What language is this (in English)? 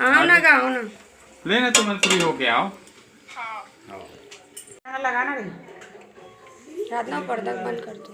Chhattisgarhi